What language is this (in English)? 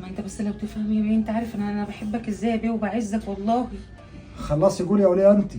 Egyptian Arabic